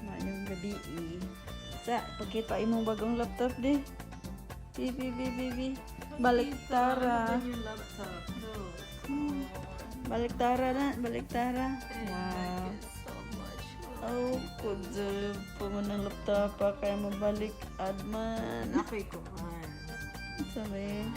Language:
Cebuano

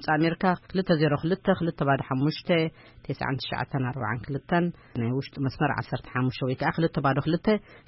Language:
Tigrinya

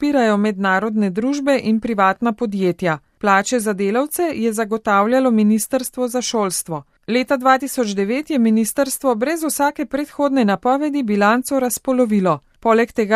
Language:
Slovenian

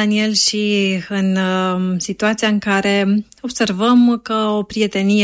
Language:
Romanian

